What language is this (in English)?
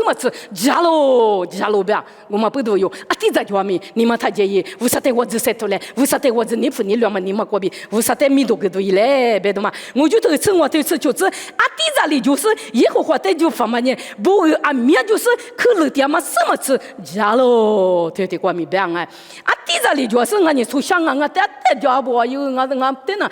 Lisu